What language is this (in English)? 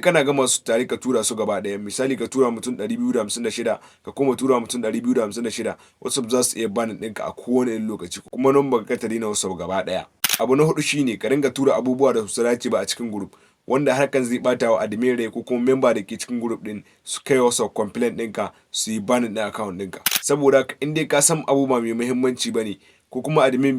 Hausa